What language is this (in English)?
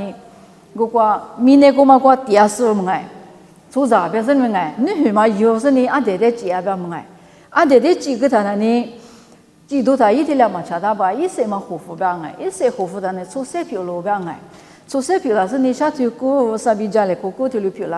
Lisu